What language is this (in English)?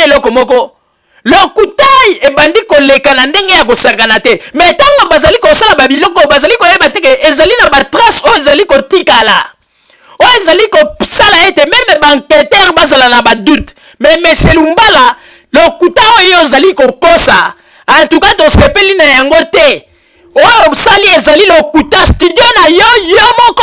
Lingala